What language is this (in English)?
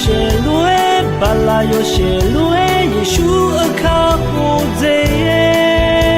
Akha